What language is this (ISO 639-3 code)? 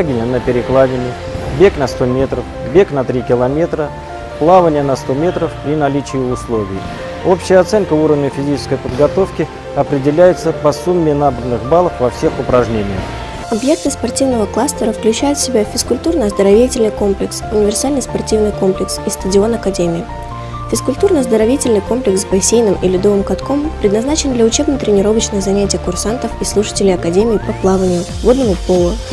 rus